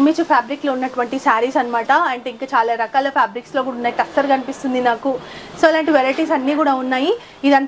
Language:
Telugu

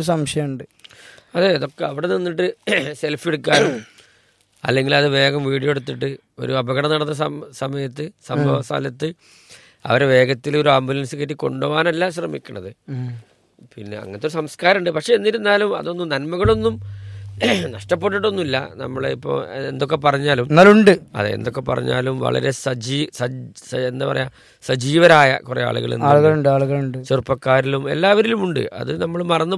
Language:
Malayalam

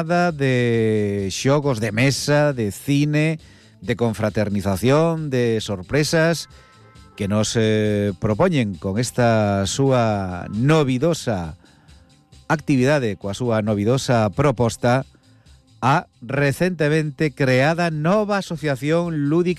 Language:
Galician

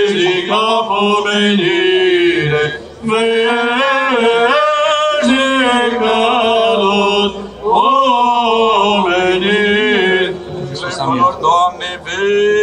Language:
Romanian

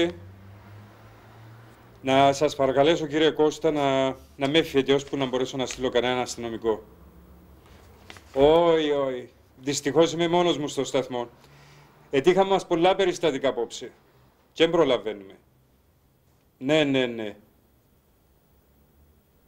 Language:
Greek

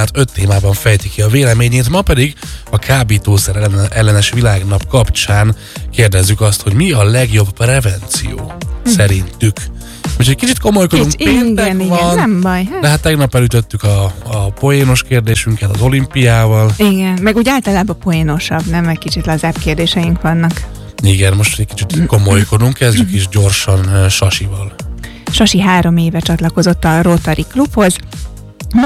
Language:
Hungarian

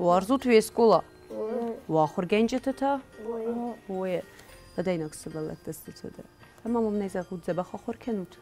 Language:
Ossetic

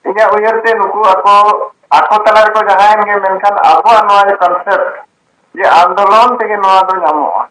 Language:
Santali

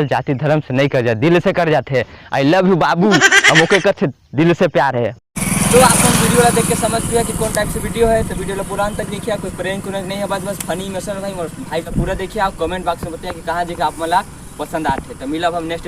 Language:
Chhattisgarhi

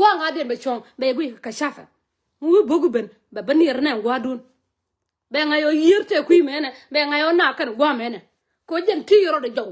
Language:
Nuer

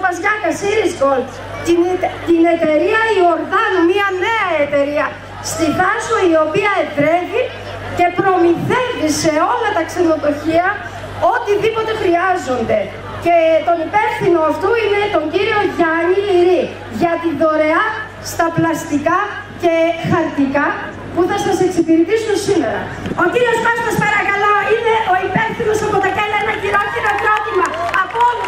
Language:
Greek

